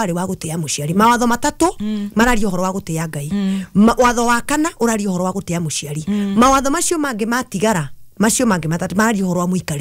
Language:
Kikuyu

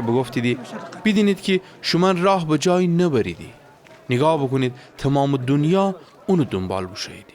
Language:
Gilaki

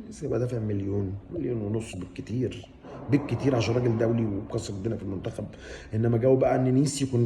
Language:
Egyptian Arabic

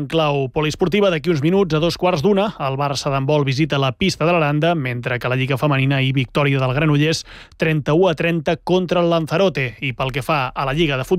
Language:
Catalan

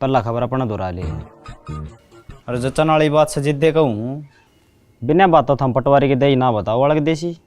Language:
Haryanvi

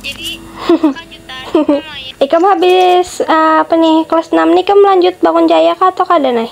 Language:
Banjar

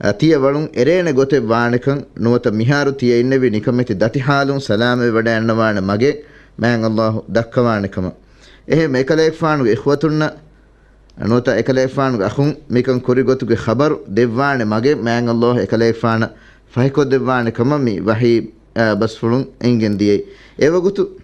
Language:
Divehi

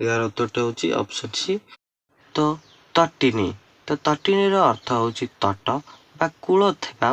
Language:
Odia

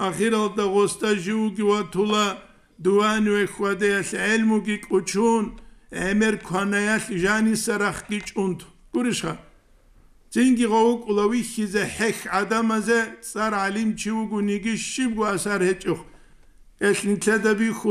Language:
Avaric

